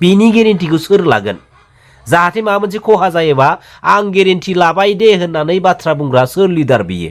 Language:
Bodo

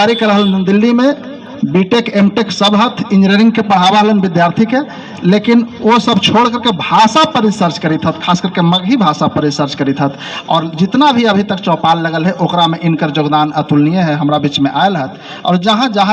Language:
Magahi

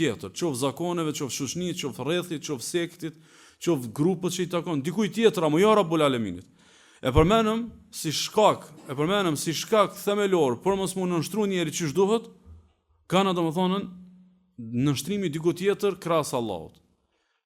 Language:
Albanian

